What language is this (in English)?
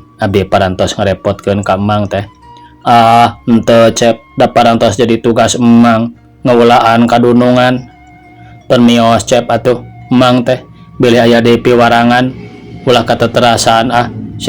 Sundanese